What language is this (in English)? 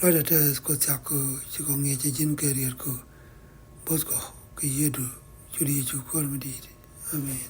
Nuer